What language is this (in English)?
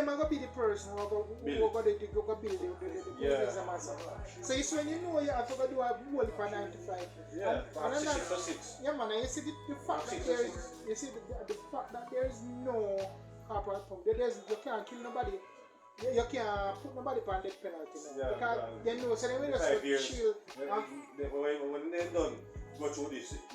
Jamaican Creole English